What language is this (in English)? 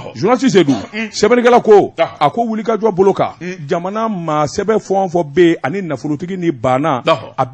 Bambara